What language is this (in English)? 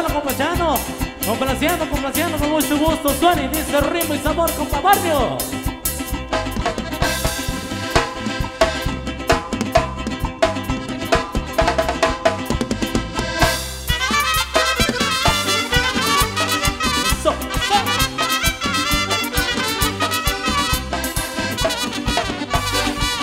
Spanish